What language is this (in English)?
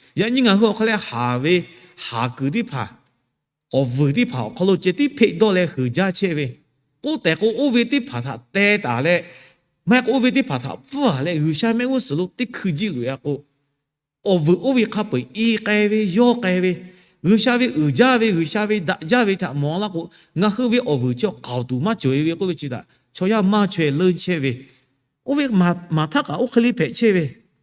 Lahu